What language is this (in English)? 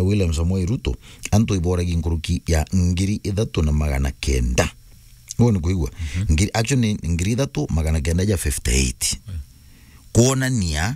Meru